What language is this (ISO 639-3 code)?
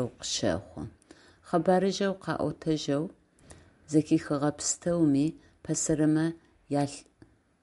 ady